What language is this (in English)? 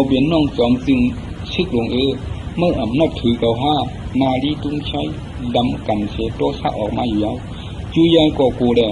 Shan